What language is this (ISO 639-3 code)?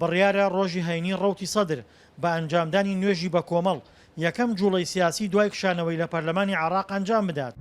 ckb